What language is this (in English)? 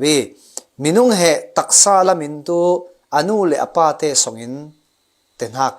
Falam Chin